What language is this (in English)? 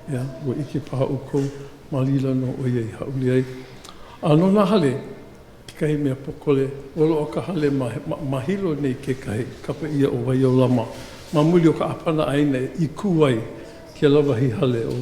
Hawaiian